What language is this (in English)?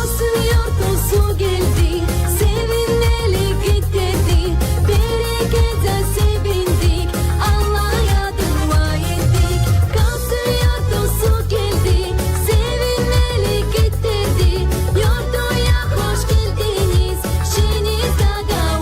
Gagauz